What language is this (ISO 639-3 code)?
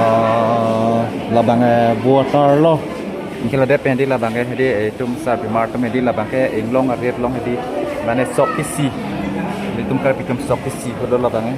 mjw